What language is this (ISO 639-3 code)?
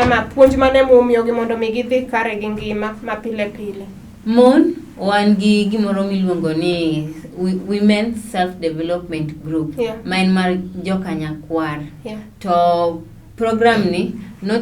luo